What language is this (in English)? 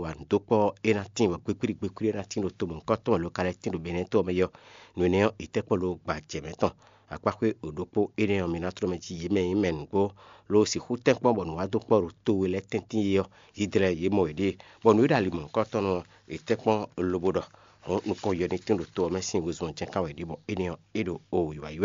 Fon